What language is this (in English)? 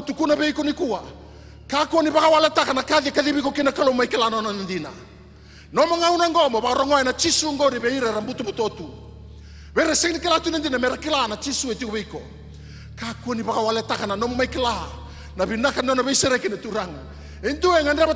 Fijian